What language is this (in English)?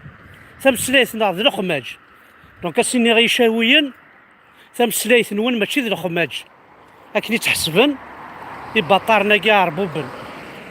Kabyle